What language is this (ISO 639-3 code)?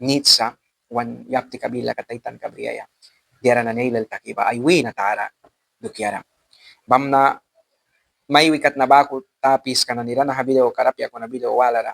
miq